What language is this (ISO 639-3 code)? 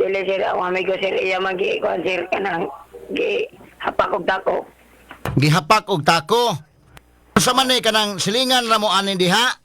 ceb